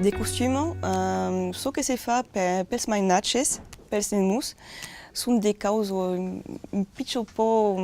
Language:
Occitan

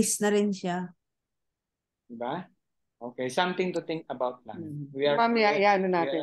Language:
Filipino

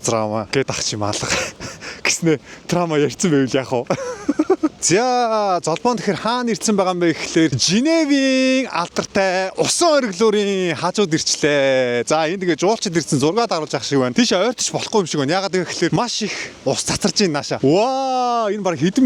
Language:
Mongolian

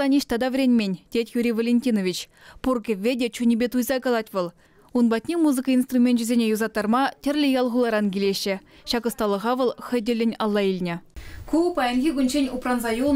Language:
Chuvash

